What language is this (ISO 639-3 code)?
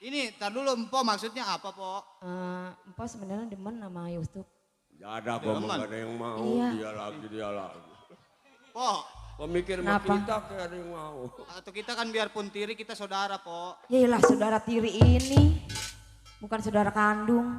bew